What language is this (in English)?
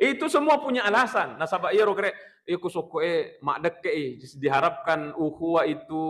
Buginese